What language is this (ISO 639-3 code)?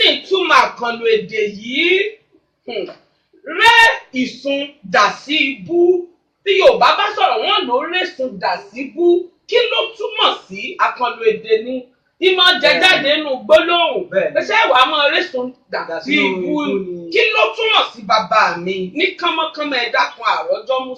yor